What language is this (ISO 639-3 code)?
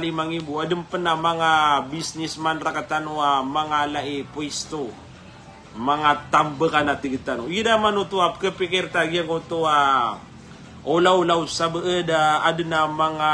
mrw